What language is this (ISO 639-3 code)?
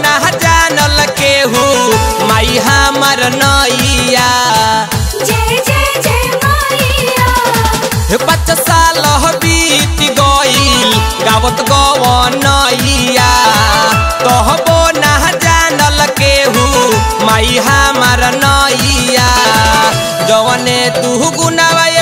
bho